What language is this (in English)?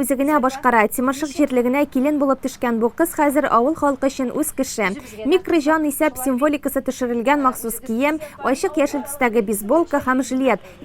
Tatar